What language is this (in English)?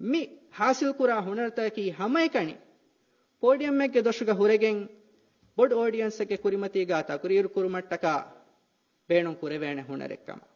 Divehi